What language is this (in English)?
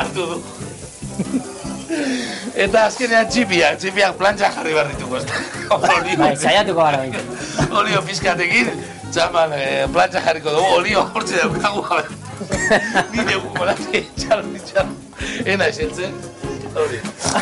Basque